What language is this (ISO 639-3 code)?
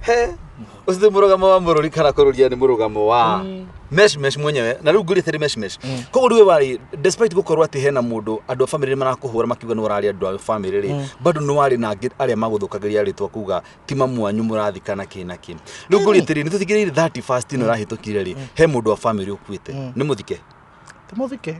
kik